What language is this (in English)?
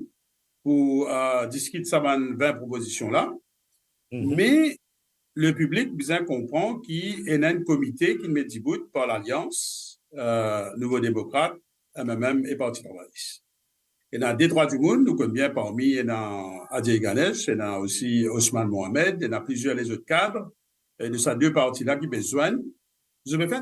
Morisyen